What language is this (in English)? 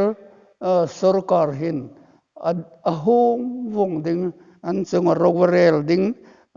Hmar